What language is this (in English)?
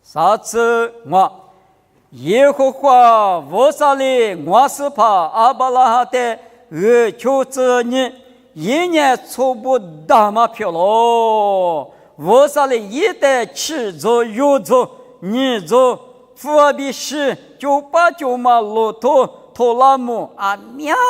Lisu